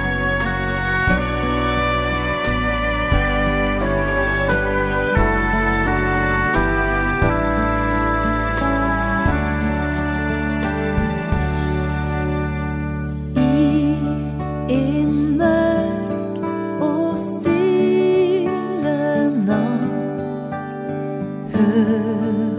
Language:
Norwegian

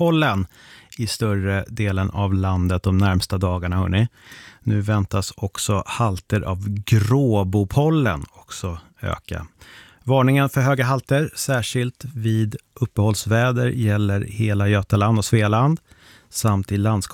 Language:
Swedish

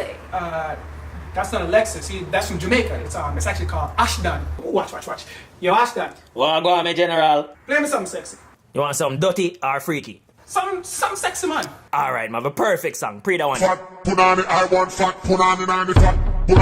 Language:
Jamaican Creole English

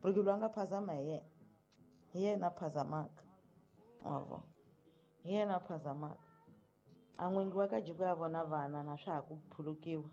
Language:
Tsonga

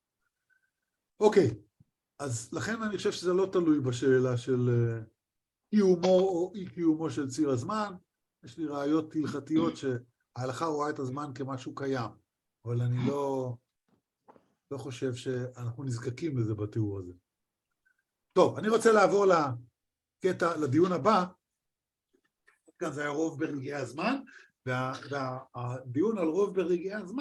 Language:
Hebrew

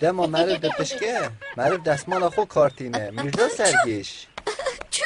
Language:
Kurdish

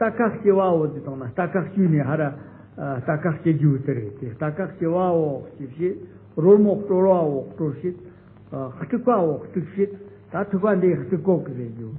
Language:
Tibetan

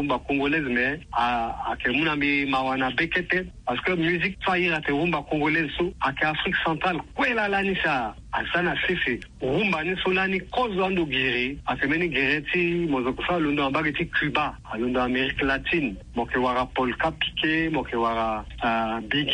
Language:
Sango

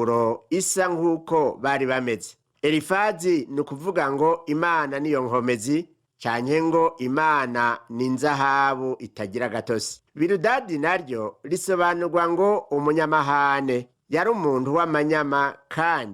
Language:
Rundi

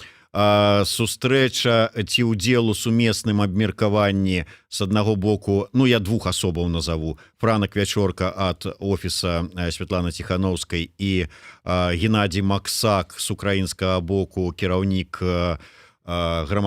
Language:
Belarusian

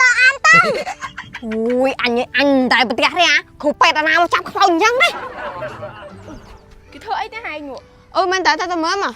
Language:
Khmer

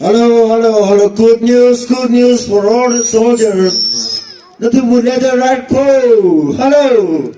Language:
Tangkhul Naga (India)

